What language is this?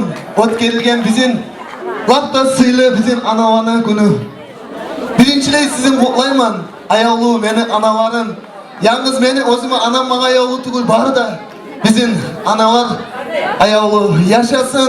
Kumyk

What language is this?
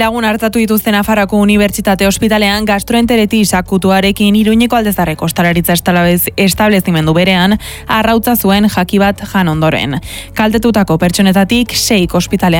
Basque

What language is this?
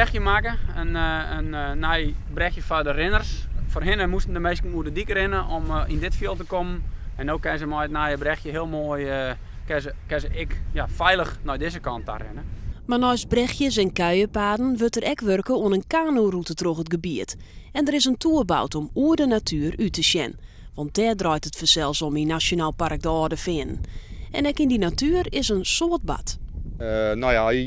Western Frisian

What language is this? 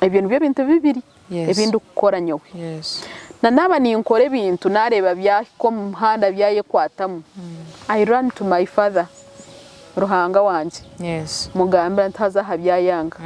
Nyankole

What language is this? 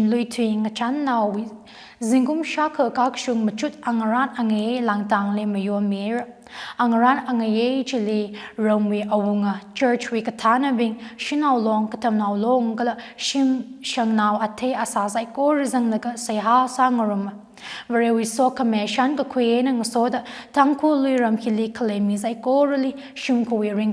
Tangkhul Naga (India)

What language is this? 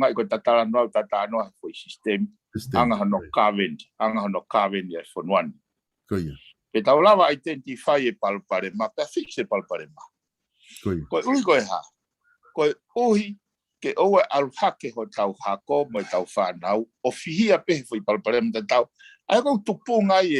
Tongan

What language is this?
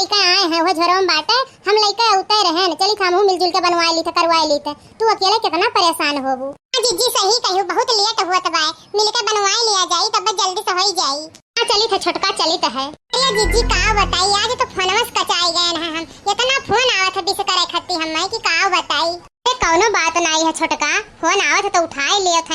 Awadhi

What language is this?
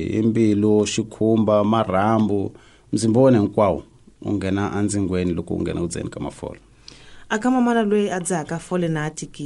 Tsonga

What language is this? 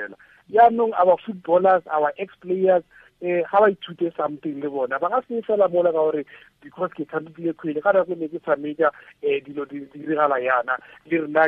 Tswana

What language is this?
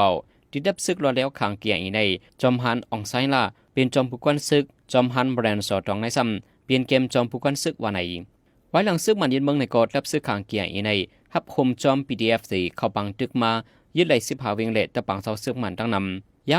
Shan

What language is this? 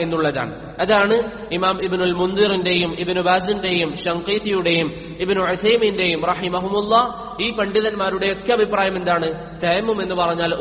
Malayalam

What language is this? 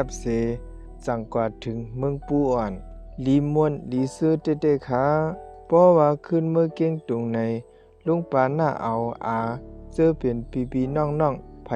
Shan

